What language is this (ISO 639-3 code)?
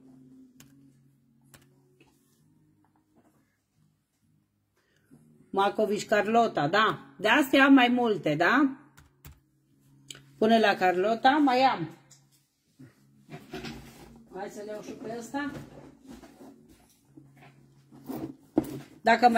ron